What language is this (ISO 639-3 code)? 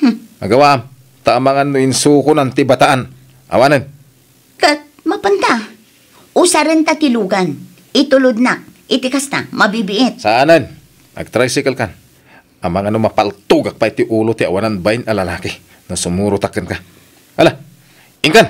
ilo